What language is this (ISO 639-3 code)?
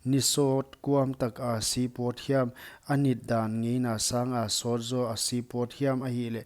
pck